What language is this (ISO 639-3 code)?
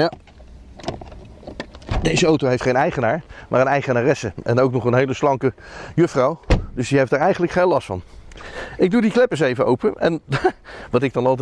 nld